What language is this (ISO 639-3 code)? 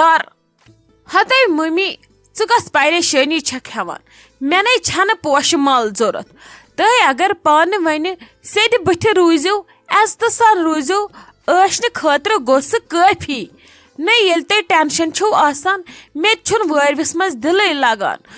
kas